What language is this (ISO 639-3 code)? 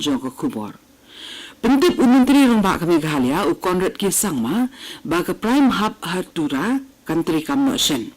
kha